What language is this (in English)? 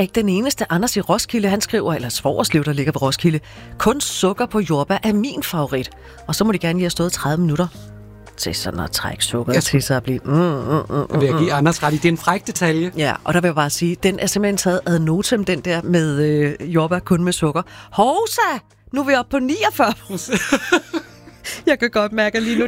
Danish